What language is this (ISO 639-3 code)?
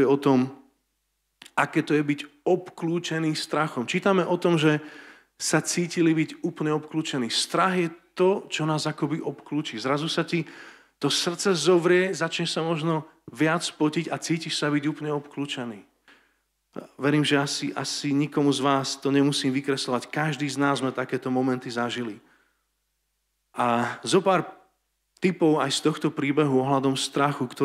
slk